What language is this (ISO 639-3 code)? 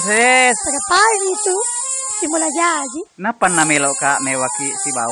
bug